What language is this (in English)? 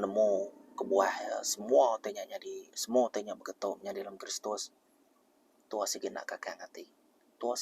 Iban